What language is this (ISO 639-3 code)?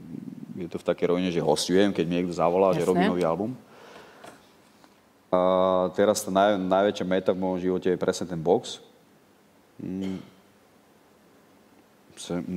slk